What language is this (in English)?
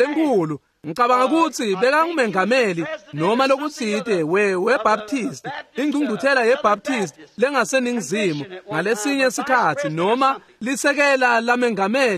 Swati